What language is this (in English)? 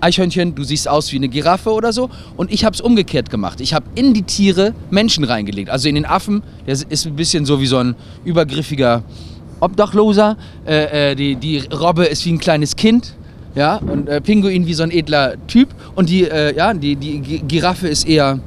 Low German